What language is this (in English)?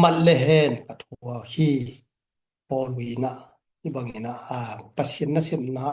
Tedim Chin